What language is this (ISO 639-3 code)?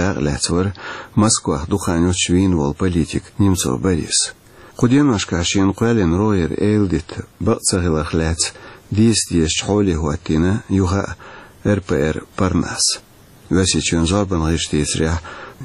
che